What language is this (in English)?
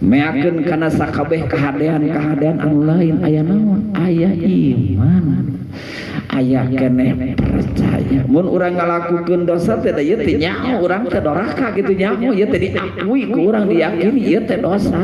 Sundanese